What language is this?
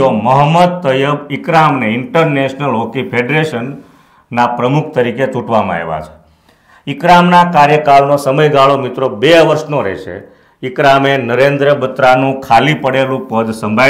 Gujarati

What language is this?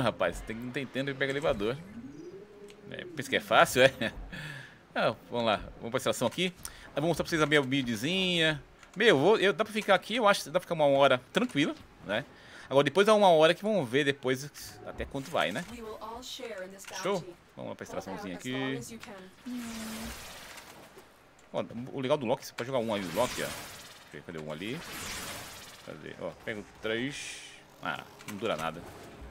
Portuguese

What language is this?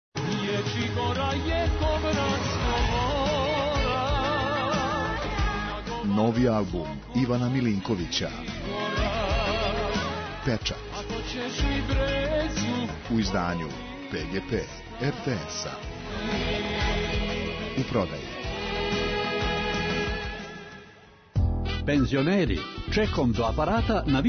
Serbian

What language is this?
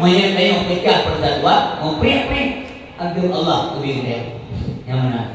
Achinese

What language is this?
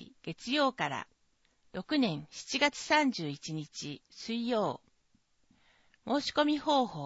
Japanese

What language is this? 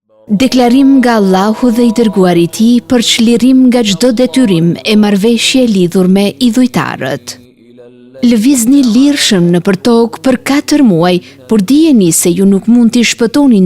Albanian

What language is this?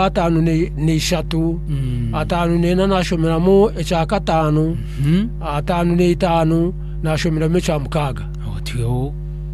Nyankole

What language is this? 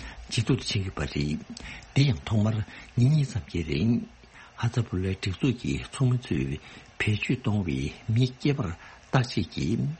Tibetan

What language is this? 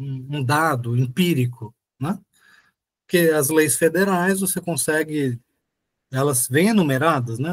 Portuguese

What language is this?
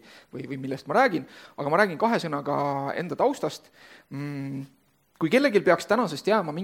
Estonian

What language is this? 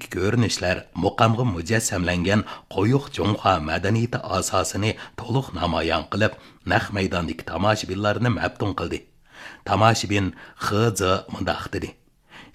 Uyghur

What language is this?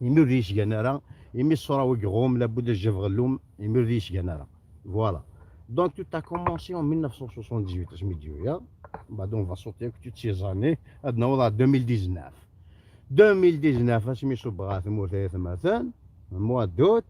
Kabyle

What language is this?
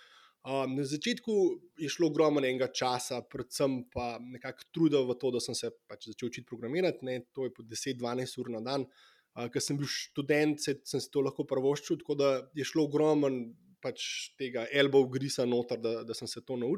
Slovenian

